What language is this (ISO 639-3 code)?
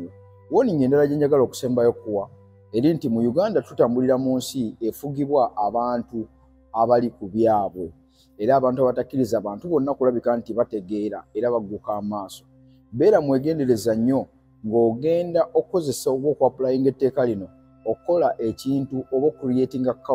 lug